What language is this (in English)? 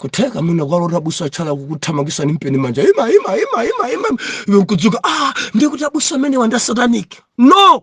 Nyanja